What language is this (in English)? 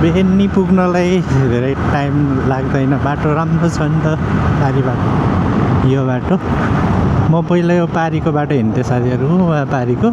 Nepali